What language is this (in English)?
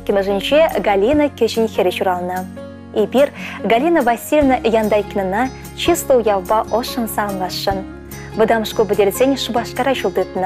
Chuvash